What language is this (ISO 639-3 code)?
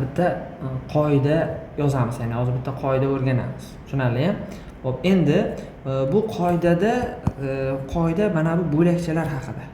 uzb